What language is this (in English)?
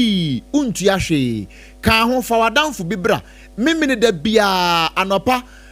Akan